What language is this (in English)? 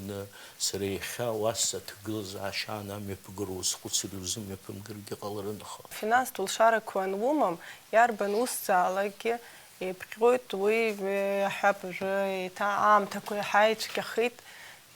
Abkhazian